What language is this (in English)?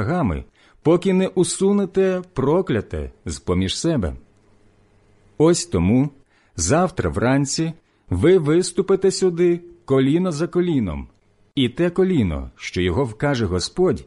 Ukrainian